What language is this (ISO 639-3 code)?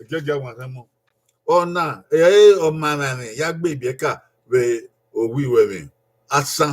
bin